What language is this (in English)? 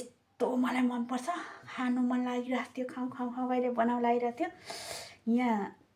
Nepali